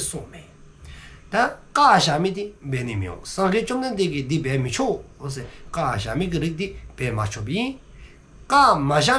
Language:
Dzongkha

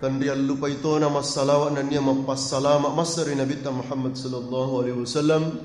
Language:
Buginese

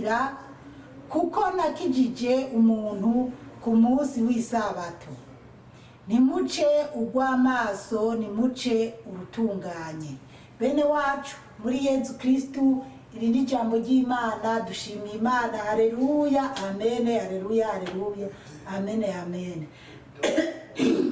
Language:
Rundi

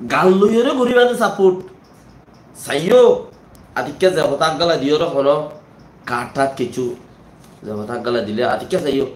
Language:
Rohingya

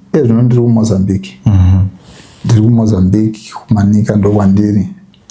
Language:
Shona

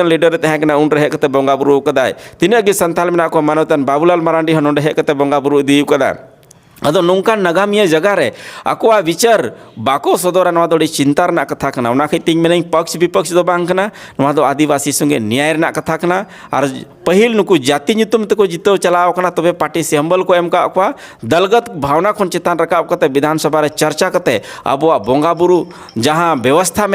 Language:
Santali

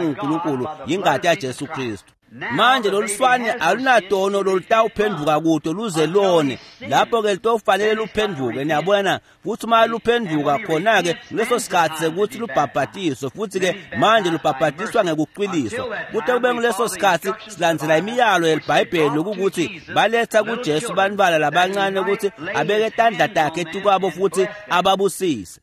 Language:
Swati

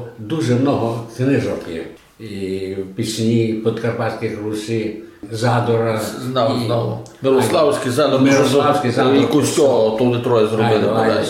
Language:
Rusyn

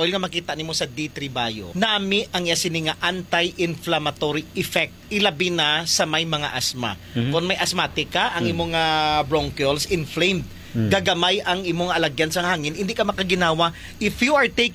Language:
Hiligaynon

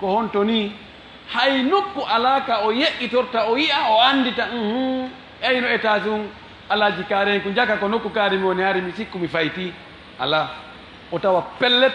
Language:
Fula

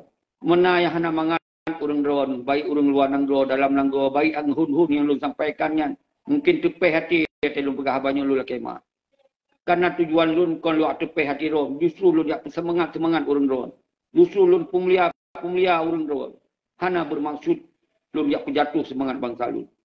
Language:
Achinese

